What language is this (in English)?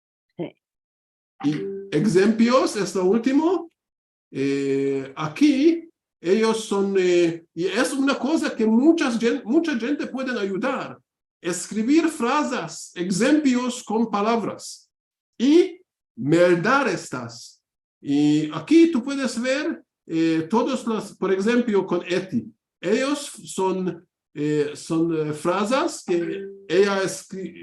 Ladino